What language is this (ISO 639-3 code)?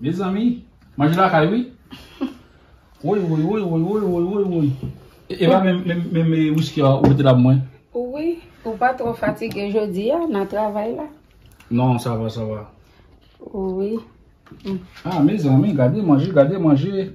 hat